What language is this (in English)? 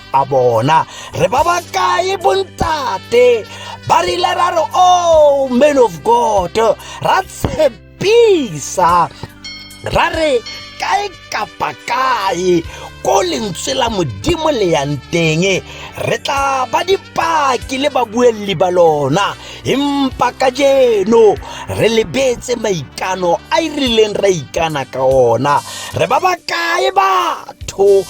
Tswana